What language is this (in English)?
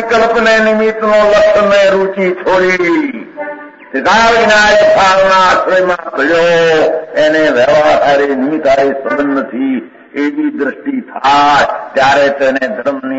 Gujarati